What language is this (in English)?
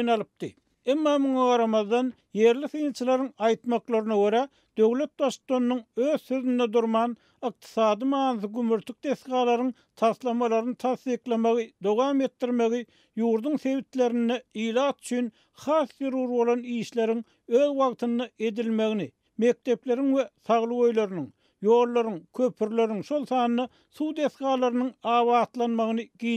Turkmen